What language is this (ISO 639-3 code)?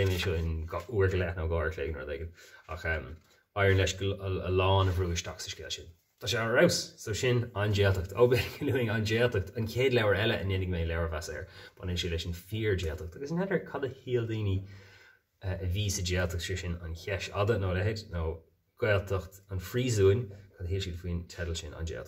gle